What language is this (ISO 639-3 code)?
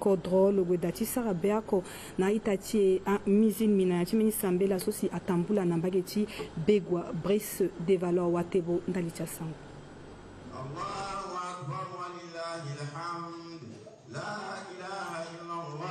sag